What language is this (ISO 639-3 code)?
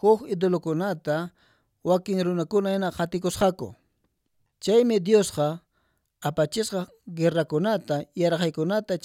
que